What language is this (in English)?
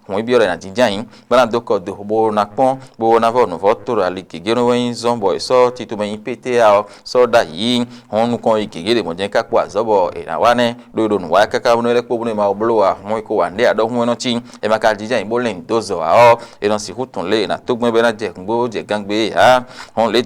Fon